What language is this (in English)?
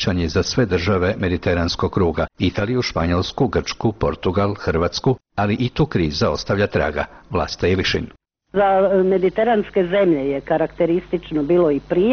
Croatian